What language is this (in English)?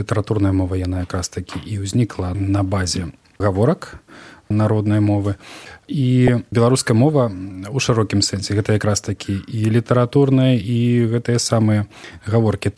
Belarusian